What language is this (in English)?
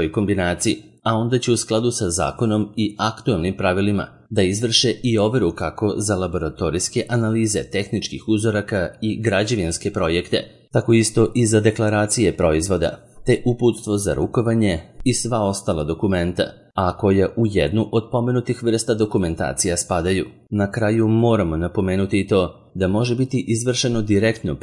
Serbian